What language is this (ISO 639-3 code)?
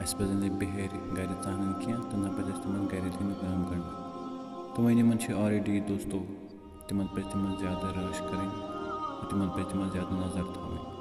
kas